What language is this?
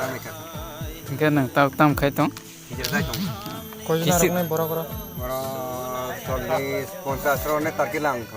Kok Borok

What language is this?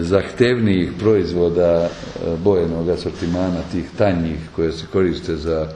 Serbian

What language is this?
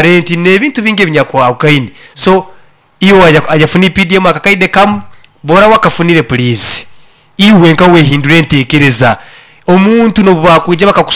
Nyoro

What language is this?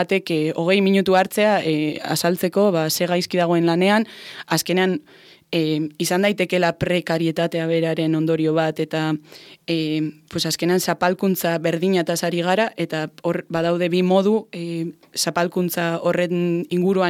Basque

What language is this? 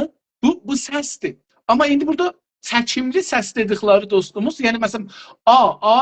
South Azerbaijani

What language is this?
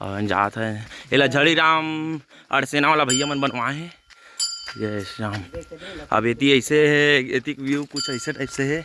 Chhattisgarhi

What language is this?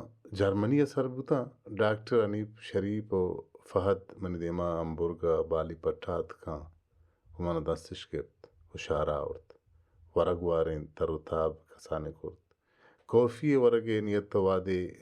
Baluchi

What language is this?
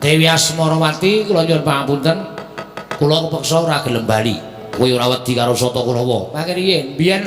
Javanese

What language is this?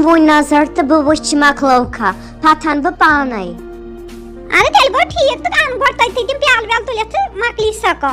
Kashmiri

